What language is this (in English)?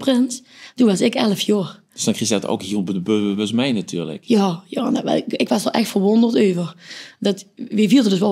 Limburgish